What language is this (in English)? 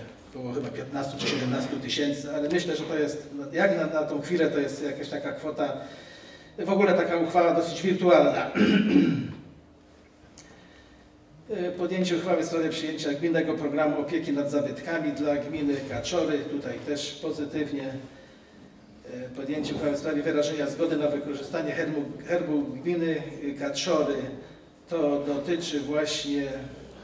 Polish